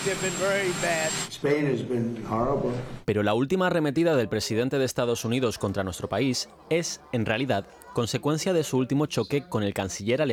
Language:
Spanish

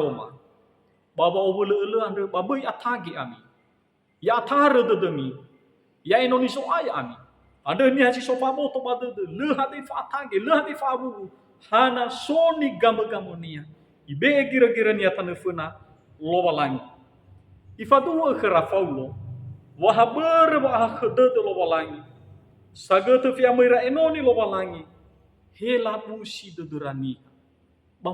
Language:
Nias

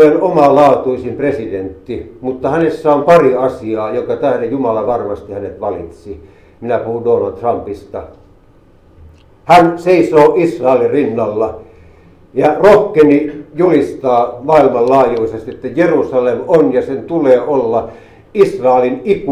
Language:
Finnish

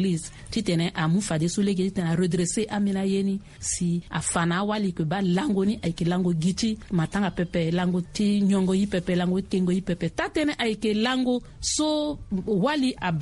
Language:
Sango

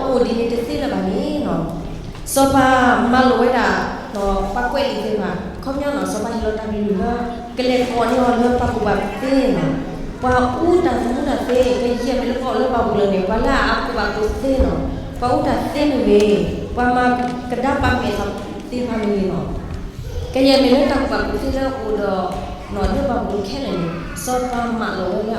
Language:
S'gaw Karen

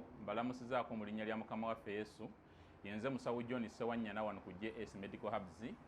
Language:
Ganda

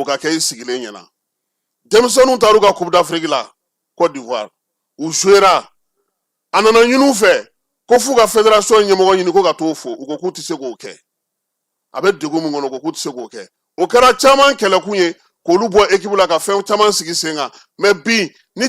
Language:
Bambara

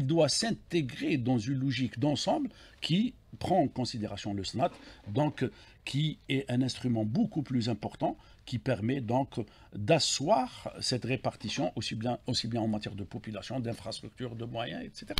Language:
French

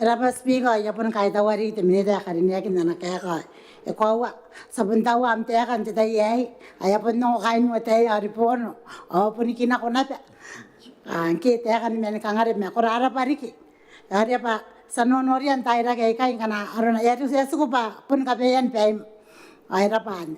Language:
Gilbertese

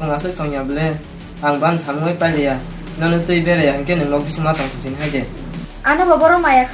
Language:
Kok Borok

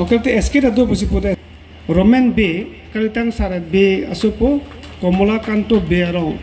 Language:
Karbi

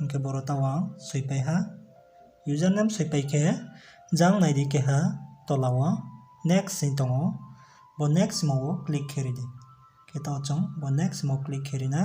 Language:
Riang (India)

